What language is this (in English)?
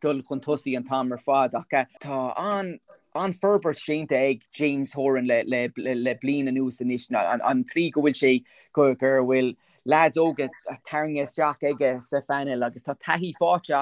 Irish